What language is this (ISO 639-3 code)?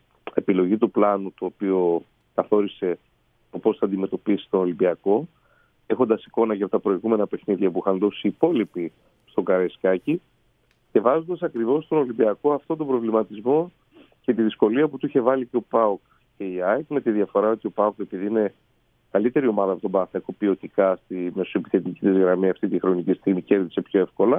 ell